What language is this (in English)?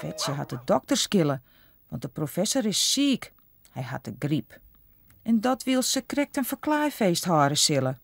Western Frisian